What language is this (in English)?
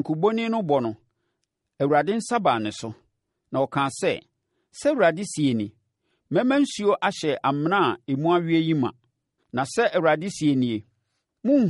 Akan